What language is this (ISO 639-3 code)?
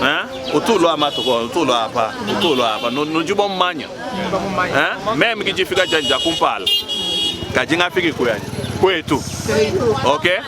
lua